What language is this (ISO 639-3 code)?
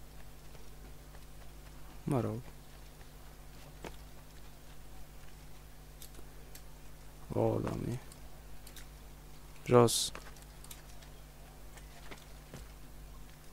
ron